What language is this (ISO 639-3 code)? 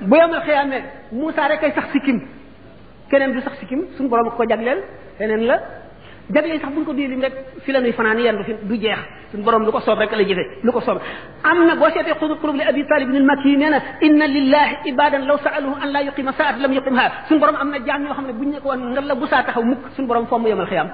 wol